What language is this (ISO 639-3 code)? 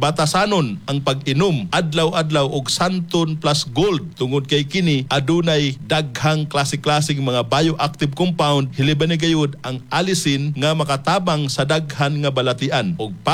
ceb